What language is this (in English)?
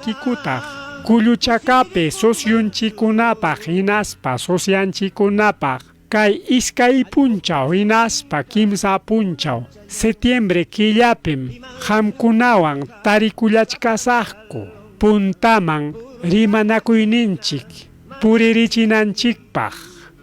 Ayacucho Quechua